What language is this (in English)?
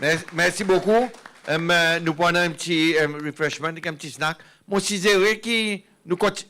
Seselwa Creole French